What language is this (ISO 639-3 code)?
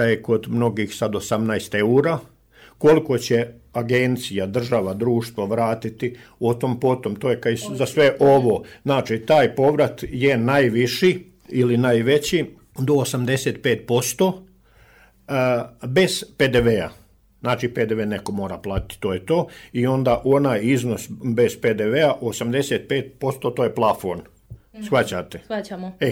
hrv